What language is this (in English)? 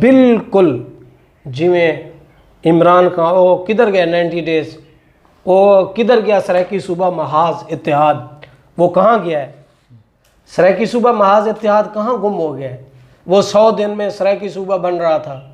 Saraiki